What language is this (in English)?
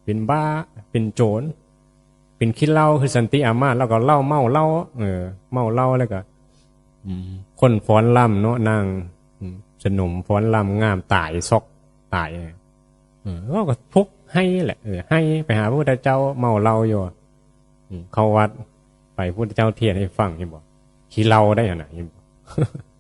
Northeastern Thai